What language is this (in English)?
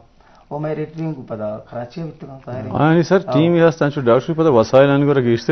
Eastern Balochi